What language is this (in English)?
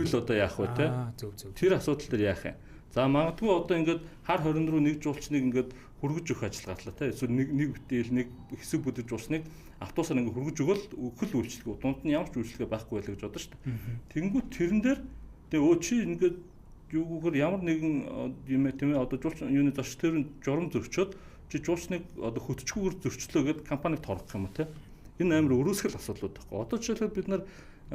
Mongolian